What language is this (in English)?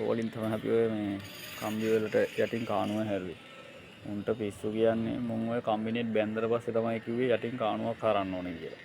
Sinhala